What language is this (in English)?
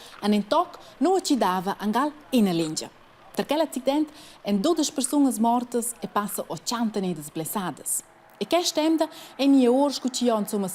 Romansh